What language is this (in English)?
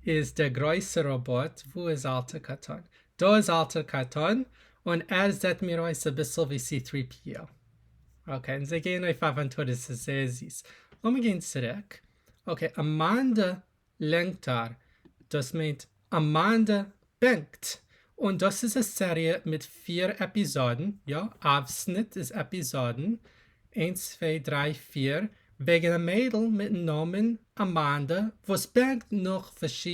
Yiddish